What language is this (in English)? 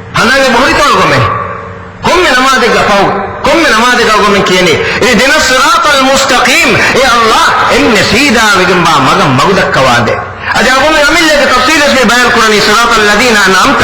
Divehi